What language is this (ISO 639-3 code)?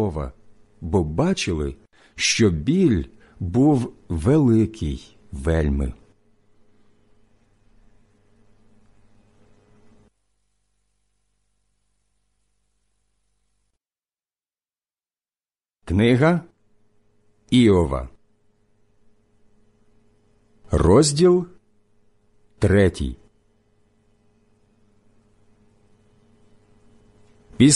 ukr